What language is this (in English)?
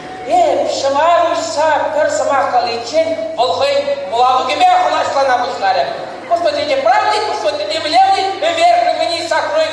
Chuvash